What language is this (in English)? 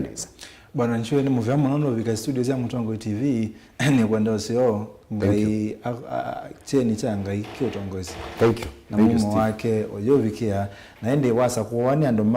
Kamba